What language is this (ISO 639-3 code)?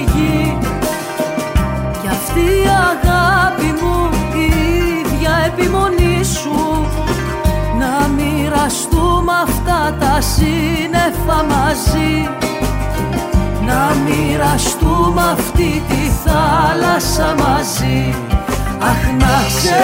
ell